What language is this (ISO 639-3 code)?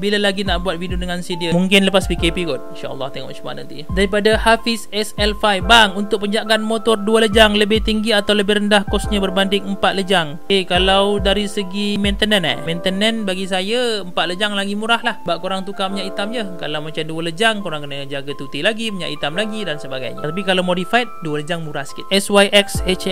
msa